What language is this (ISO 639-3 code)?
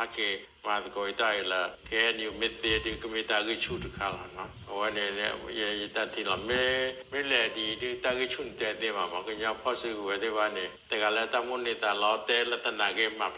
ksw